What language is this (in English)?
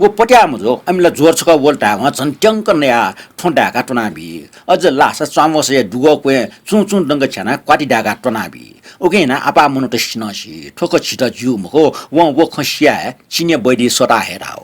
Newari